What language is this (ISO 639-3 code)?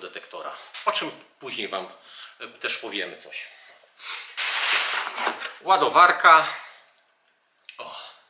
pol